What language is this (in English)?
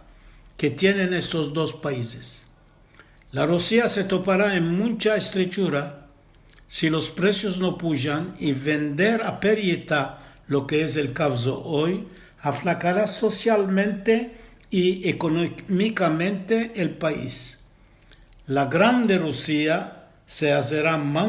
Ladino